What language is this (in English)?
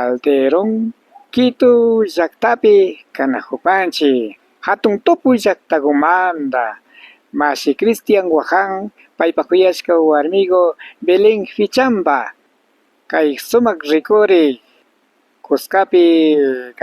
Imbabura Highland Quichua